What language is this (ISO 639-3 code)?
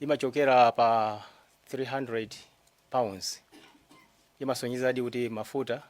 nya